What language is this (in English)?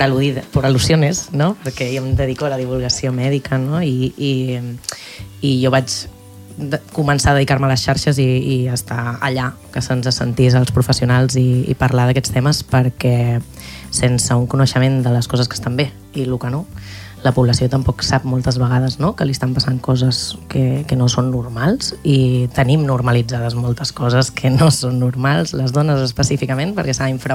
Catalan